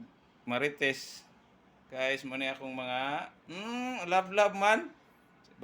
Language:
Cebuano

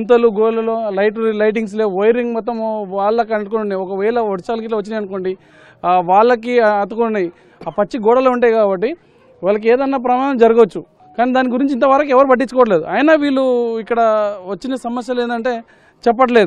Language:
Telugu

